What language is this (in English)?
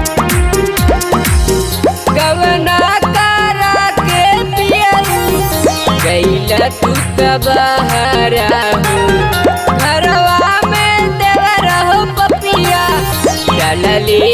Bhojpuri